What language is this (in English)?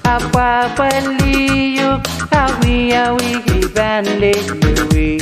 Pohnpeian